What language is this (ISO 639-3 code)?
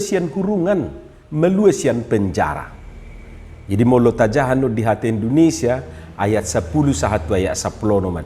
bbc